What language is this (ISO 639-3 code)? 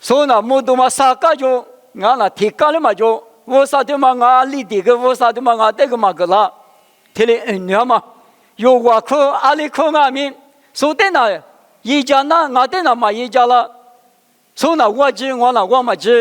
lis